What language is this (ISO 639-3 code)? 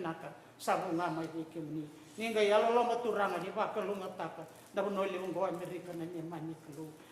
fij